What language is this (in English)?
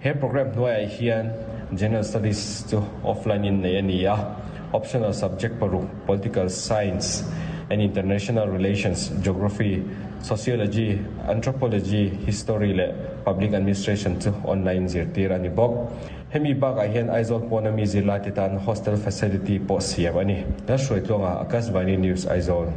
Mizo